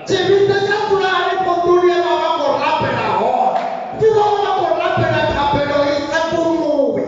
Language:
Venda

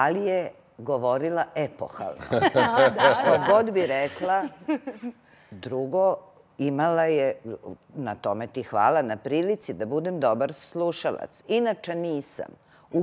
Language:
Serbian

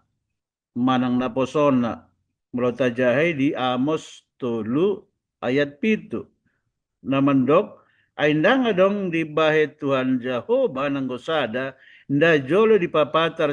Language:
Batak Toba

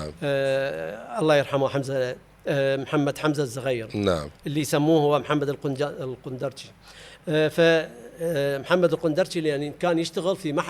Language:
Mesopotamian Arabic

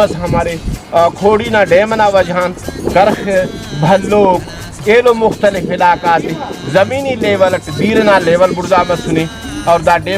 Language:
Brahui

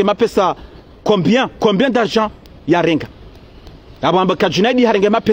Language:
Ngazidja Comorian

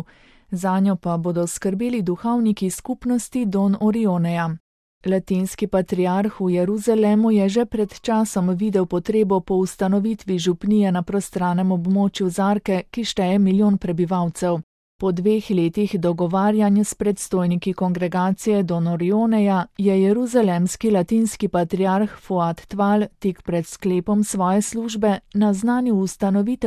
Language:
Slovenian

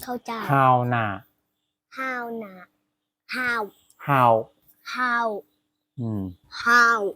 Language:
Shan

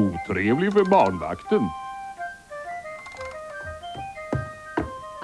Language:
Swedish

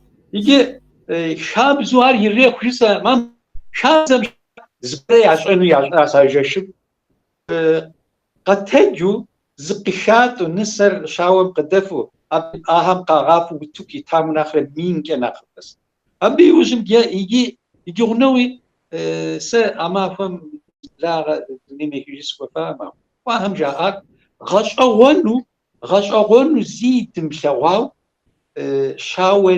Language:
Kabardian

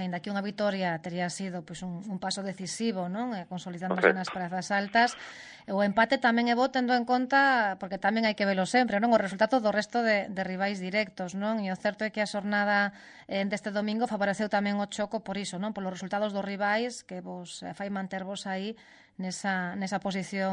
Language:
Galician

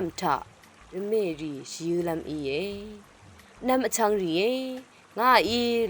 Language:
Rawang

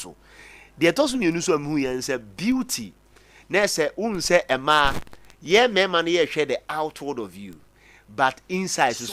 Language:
Akan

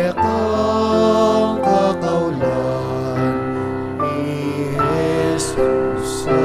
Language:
Pampanga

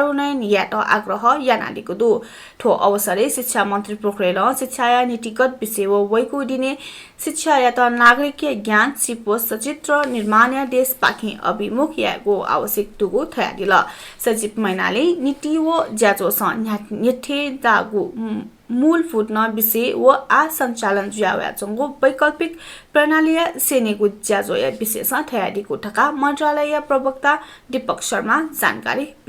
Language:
Newari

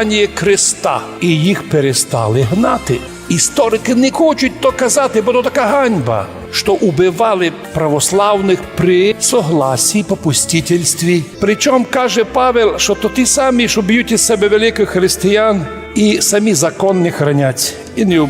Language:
Rusyn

